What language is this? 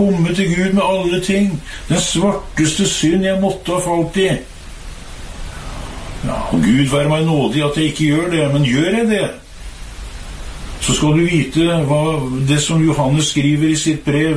Norwegian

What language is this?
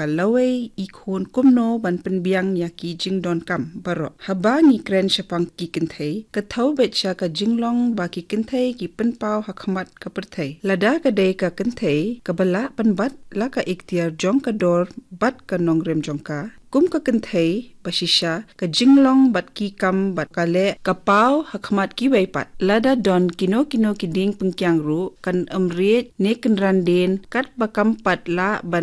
Khasi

